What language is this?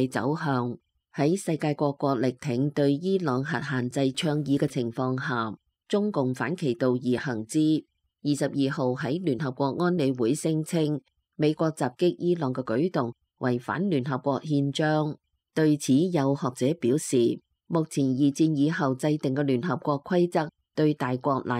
Cantonese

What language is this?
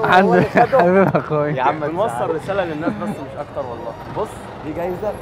Egyptian Arabic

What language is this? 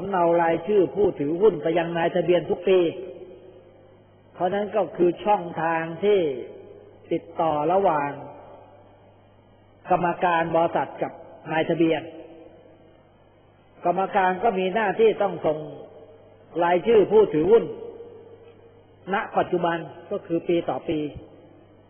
Thai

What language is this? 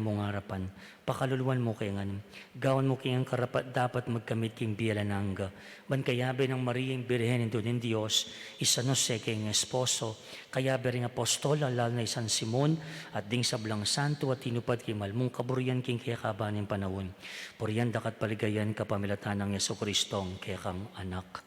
Pampanga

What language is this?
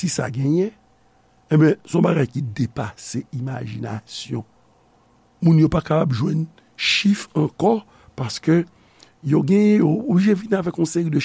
Haitian Creole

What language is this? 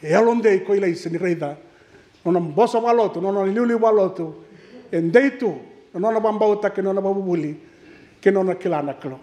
Fijian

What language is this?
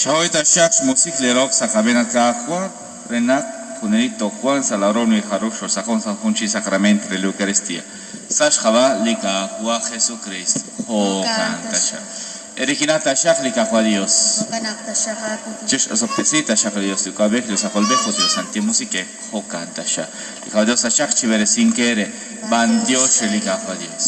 Kekchí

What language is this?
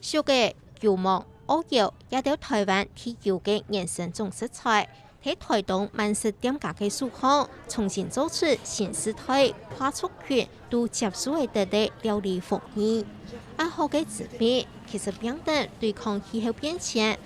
Hakka Chinese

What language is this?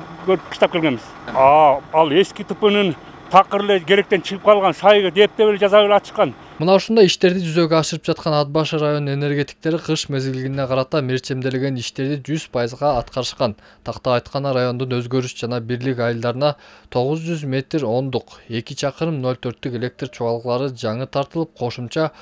Kyrgyz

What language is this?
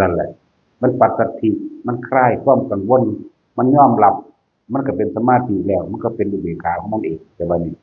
Northeastern Thai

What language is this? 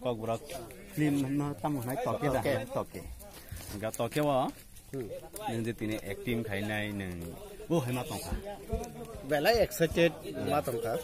Kok Borok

